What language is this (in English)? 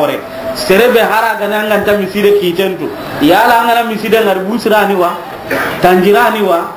Soninke